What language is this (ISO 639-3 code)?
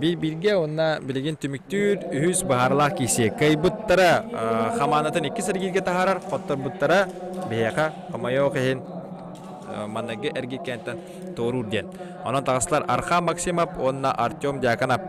sah